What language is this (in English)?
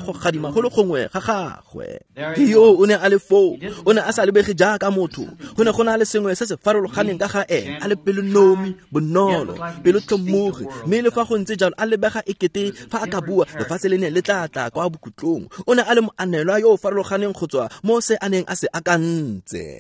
Tswana